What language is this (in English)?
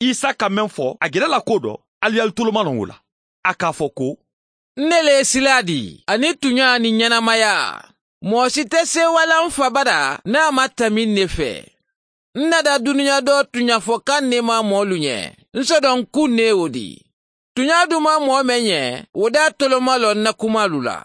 Mandingo